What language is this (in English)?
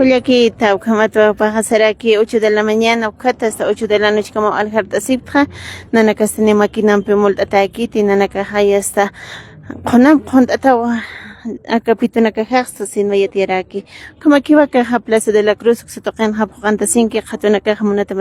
Aymara